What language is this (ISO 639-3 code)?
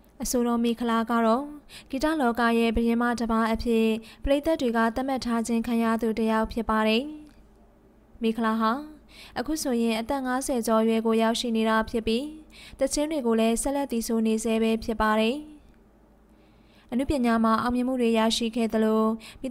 mya